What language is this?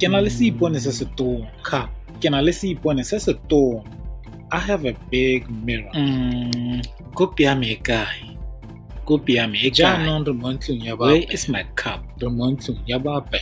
Tswana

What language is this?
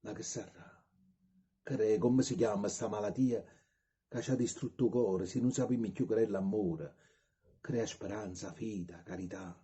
Neapolitan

